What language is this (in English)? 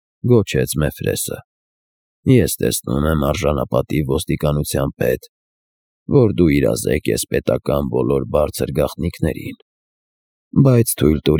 Armenian